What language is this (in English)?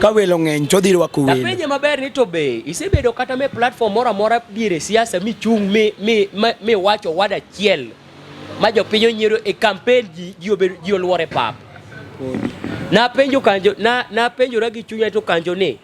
Luo (Kenya and Tanzania)